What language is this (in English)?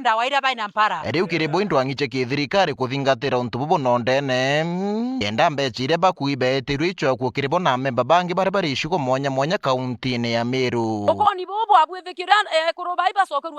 Meru